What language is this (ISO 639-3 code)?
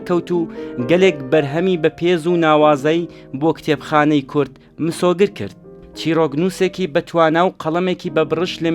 ckb